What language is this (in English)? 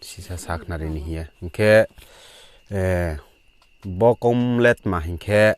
Riang (India)